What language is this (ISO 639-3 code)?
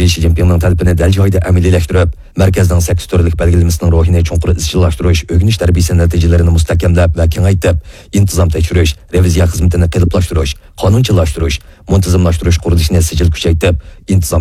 uig